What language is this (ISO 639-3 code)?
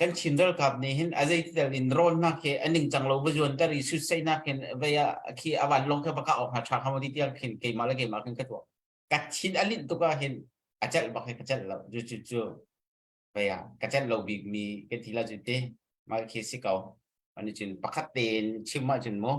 cnh